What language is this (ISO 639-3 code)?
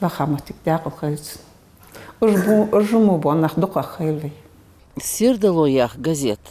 inh